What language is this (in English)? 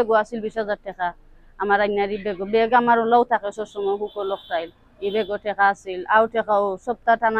Sylheti